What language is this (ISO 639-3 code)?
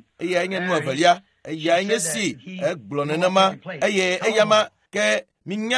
ewe